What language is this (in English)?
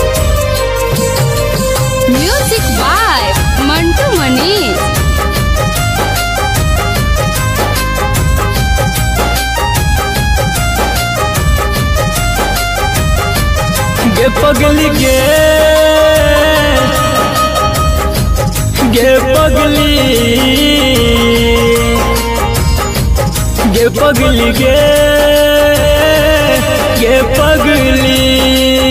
Bhojpuri